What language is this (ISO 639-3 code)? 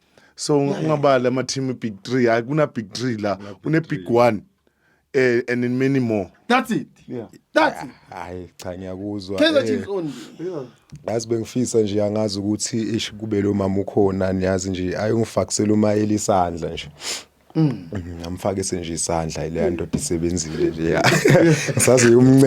zul